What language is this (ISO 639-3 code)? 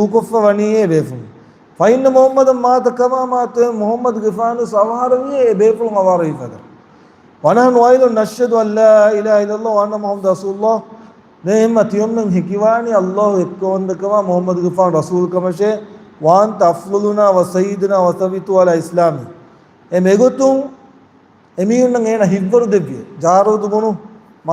div